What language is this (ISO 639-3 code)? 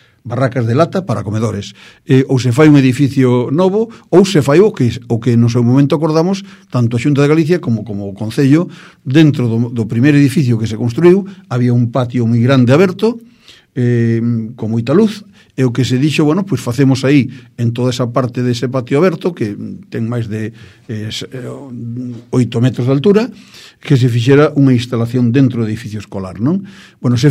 glg